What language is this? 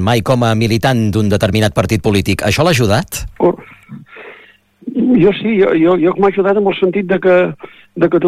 Catalan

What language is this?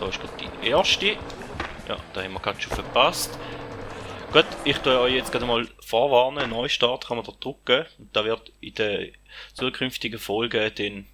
Swiss German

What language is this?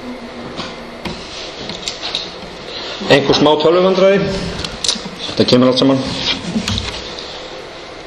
Icelandic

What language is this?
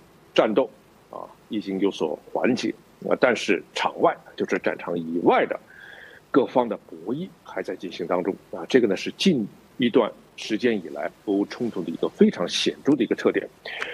Chinese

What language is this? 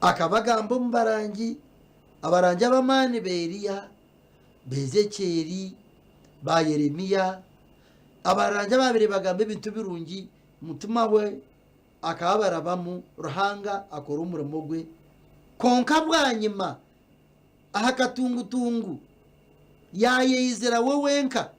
Nyankole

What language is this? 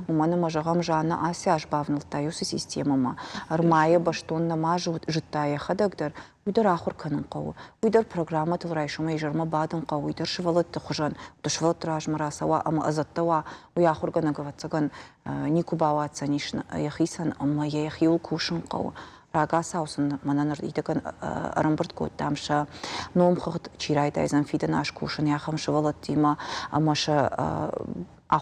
Ossetic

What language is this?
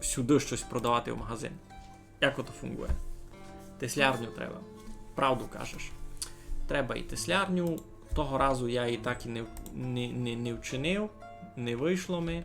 Rusyn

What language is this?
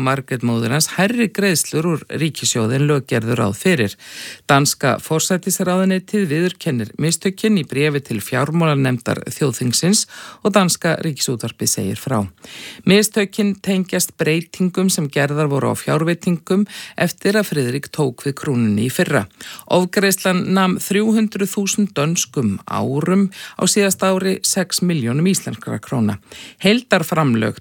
Icelandic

